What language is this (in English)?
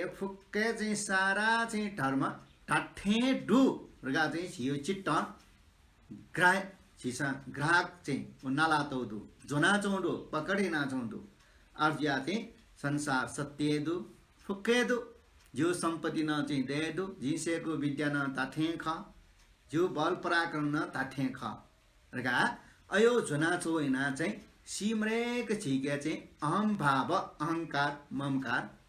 Newari